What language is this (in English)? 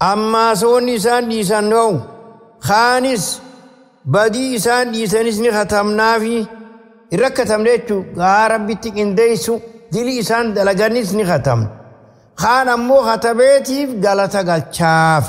Oromo